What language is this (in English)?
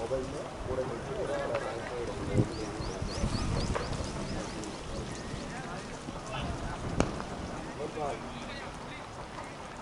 Telugu